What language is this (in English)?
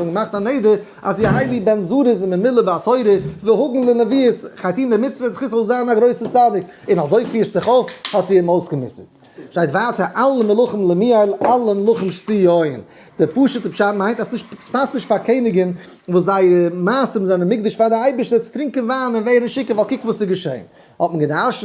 Yiddish